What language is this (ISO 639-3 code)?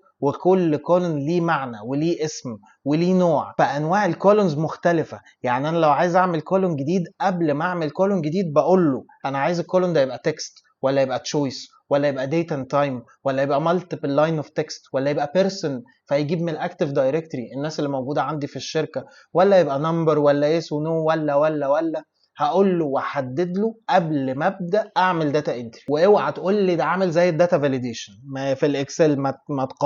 arz